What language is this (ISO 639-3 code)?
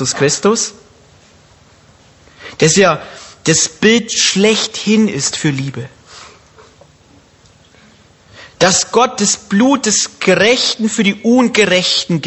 deu